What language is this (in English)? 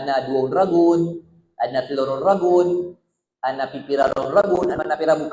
Maranao